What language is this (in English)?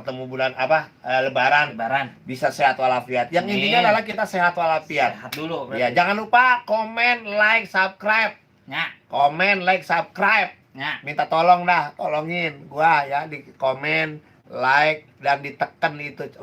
Betawi